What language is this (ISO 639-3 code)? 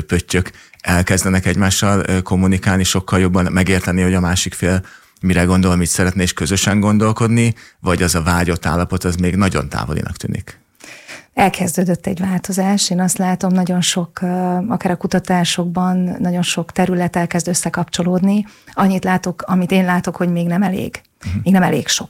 hun